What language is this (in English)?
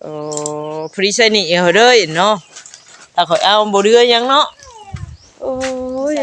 Northeastern Thai